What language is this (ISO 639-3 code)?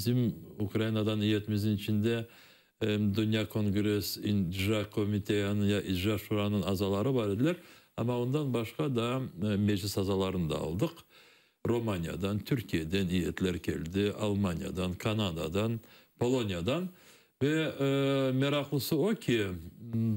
crh